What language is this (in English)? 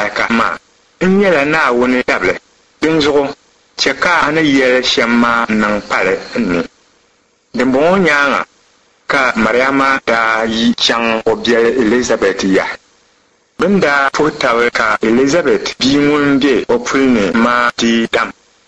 Dagbani